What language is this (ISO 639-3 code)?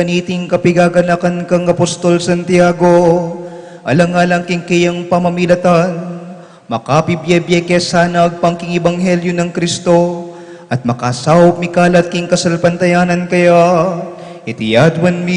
pam